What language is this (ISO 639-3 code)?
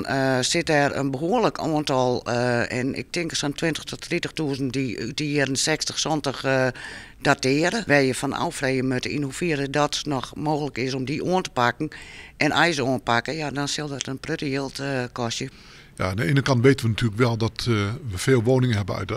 fry